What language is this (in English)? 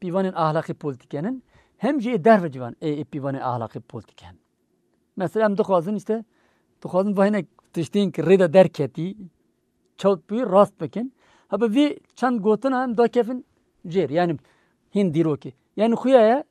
Kurdish